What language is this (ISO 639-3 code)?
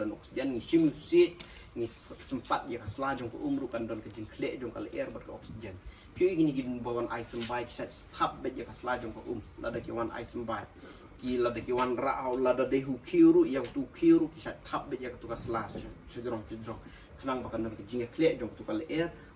kha